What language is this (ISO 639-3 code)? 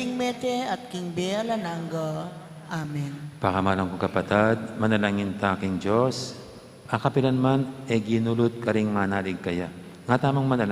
pam